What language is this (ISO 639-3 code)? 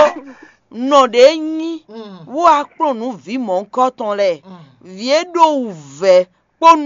fon